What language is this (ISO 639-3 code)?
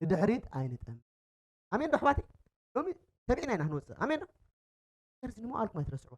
tir